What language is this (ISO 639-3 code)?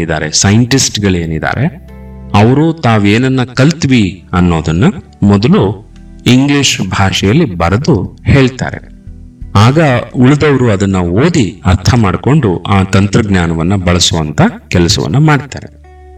kan